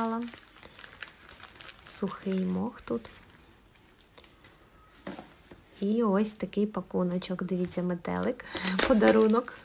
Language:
Ukrainian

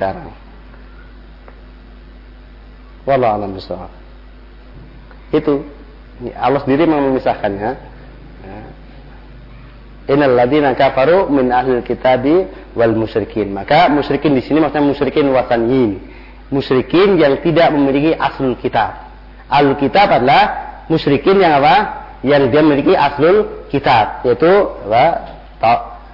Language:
Indonesian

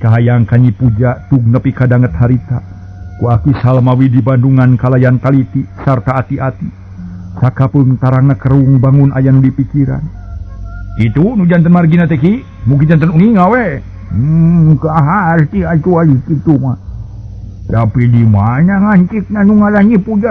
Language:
Sundanese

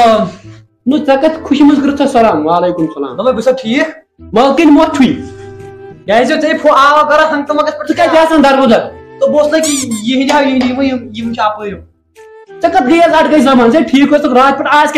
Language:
Kashmiri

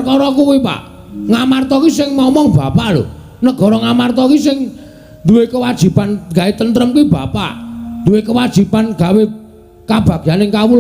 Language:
Javanese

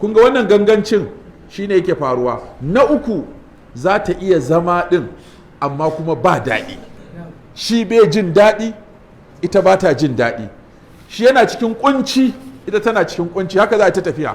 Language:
Hausa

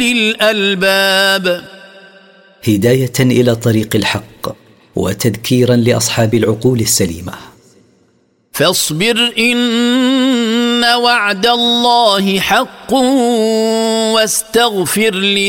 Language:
Arabic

